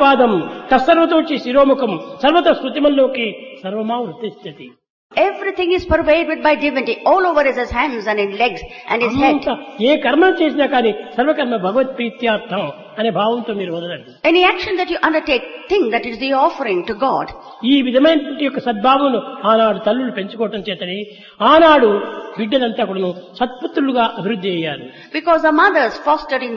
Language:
Telugu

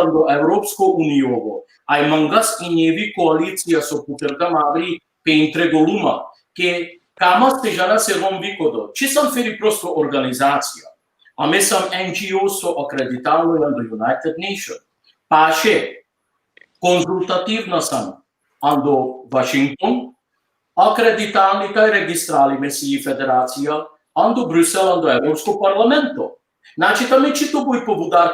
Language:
Balkan Romani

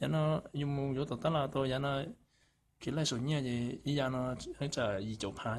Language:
Hmong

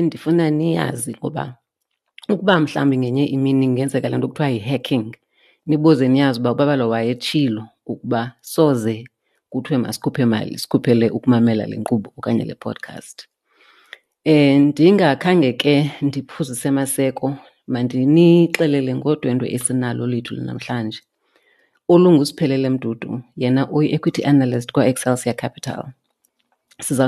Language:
Xhosa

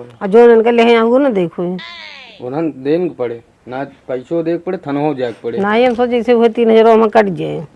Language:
Awadhi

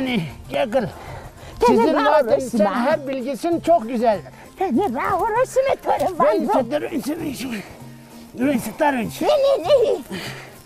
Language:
Zaza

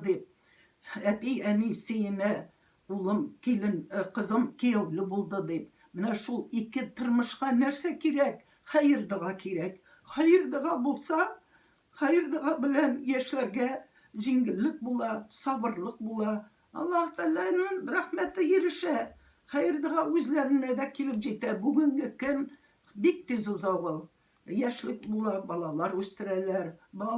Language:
Tatar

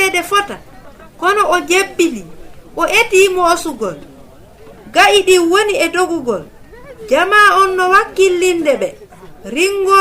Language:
Fula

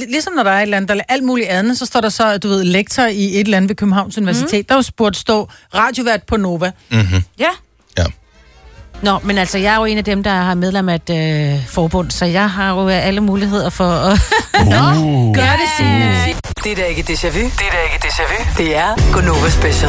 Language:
Danish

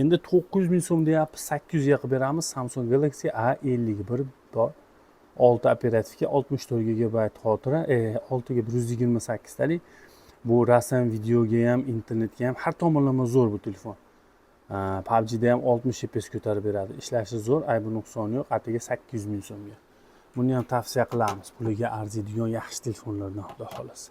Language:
Uzbek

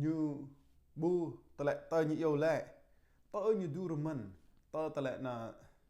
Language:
Jarai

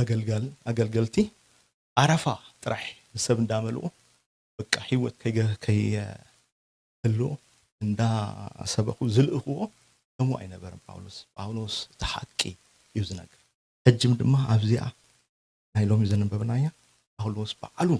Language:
Tigrinya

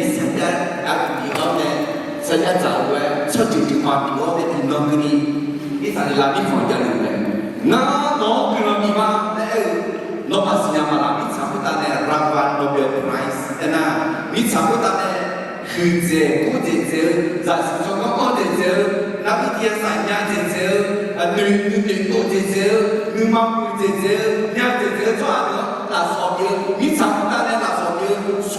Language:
Akha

